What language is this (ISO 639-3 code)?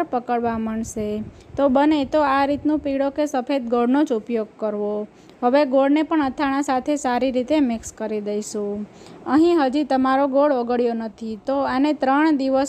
guj